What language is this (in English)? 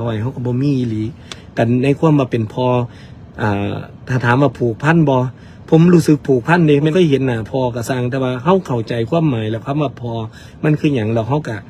Northeastern Thai